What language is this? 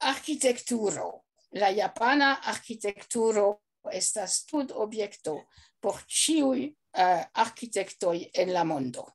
Esperanto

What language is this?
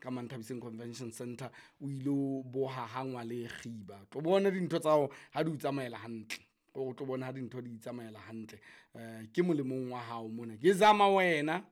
Southern Sotho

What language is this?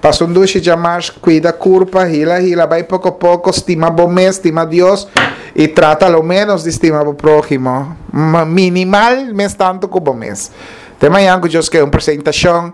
Papiamento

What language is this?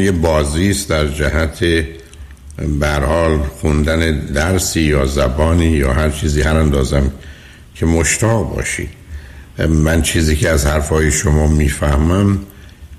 Persian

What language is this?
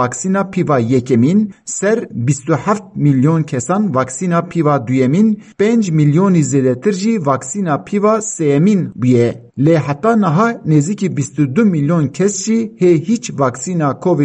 Kurdish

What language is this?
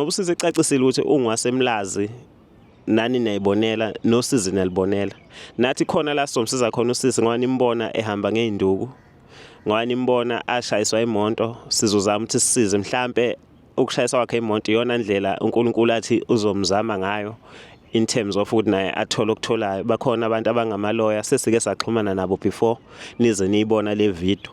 Zulu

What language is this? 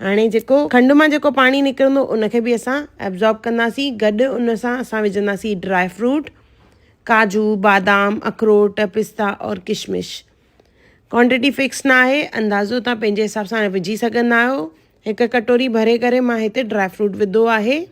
Sindhi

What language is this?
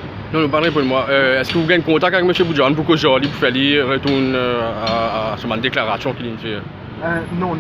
Morisyen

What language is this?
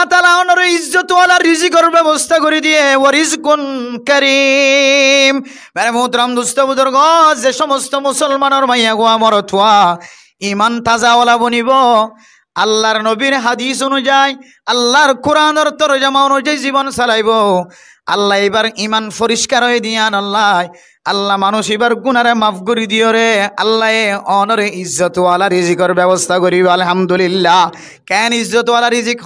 Rohingya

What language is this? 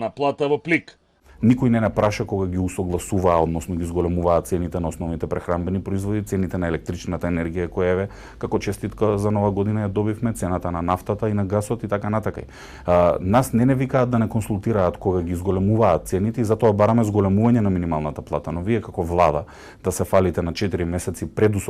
Macedonian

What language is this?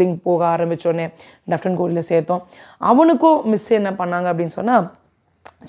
Tamil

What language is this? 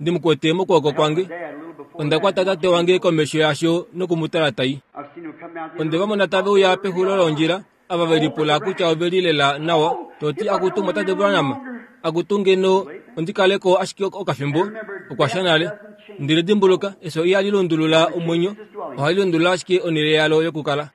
Kuanyama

